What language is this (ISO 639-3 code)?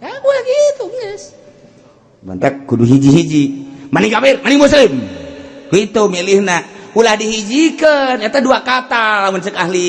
sun